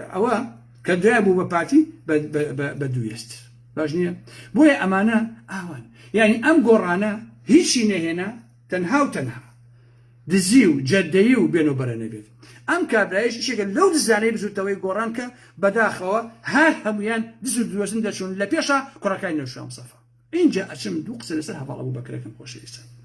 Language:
Central Kurdish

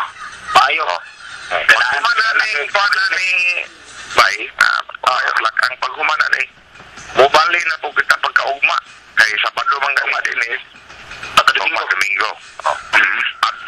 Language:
Cebuano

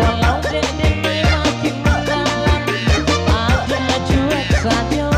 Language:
Minangkabau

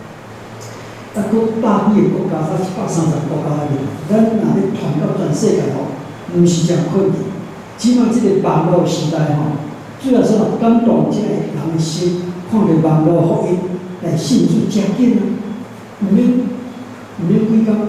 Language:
Min Nan Chinese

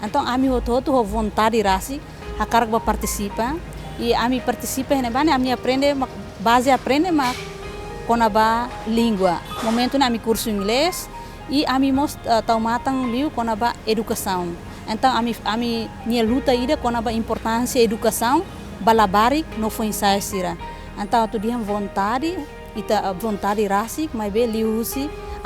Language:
Tetum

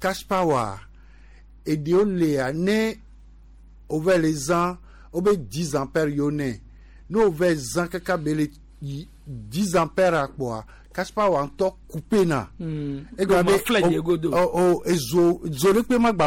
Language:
Gen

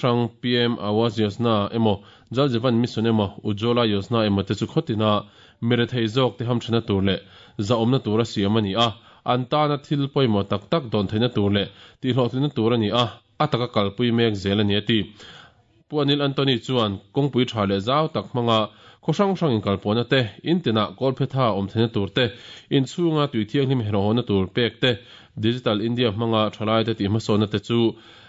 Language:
Mizo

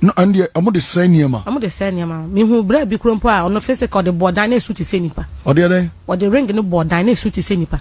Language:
Akan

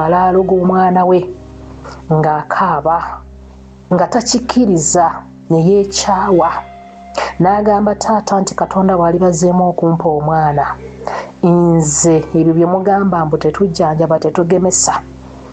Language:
Ganda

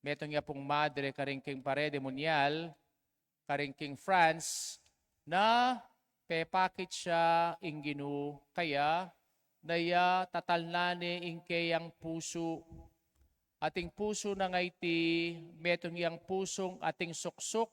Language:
Pampanga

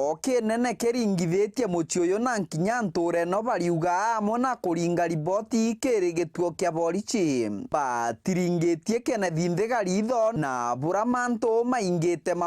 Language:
Meru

